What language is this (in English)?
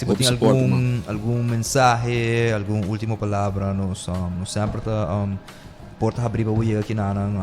Papiamento